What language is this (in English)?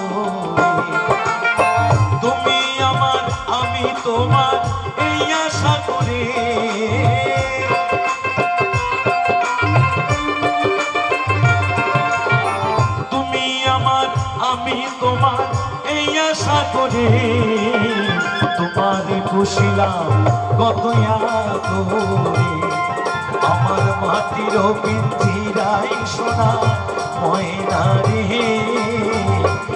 Bangla